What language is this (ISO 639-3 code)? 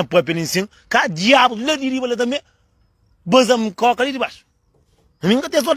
kea